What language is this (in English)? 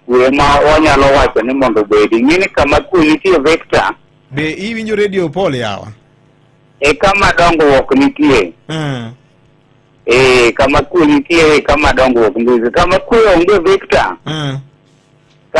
Luo (Kenya and Tanzania)